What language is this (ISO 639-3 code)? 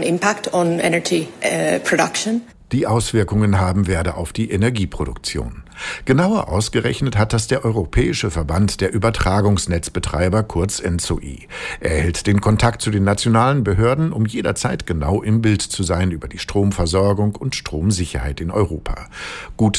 deu